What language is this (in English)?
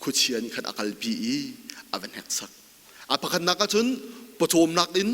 Hakha Chin